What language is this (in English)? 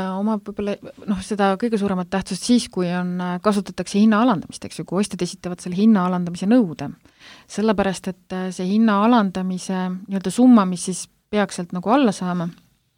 Estonian